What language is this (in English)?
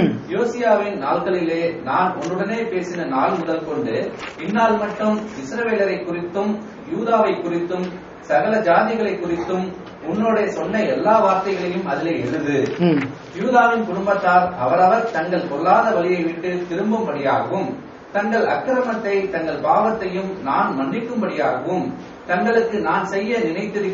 Tamil